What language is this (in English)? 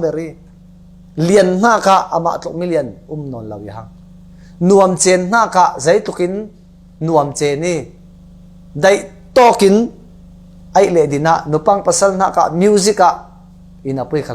Falam Chin